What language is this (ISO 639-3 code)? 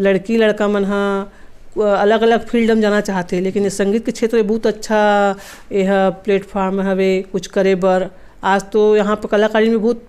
hne